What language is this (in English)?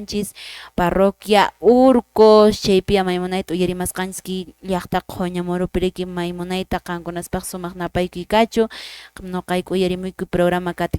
Quechua